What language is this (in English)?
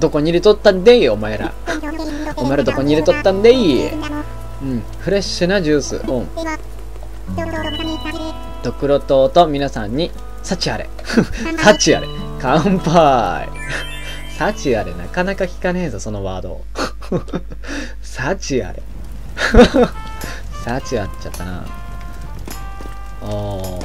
Japanese